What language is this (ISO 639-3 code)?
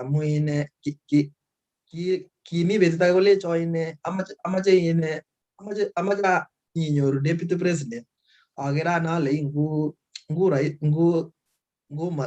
kln